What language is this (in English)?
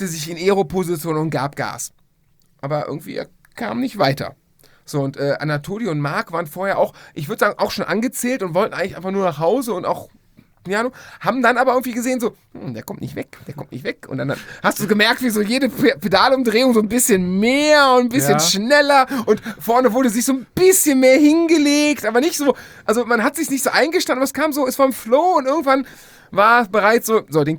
German